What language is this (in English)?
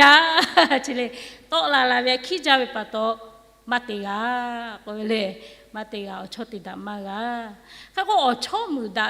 Lahu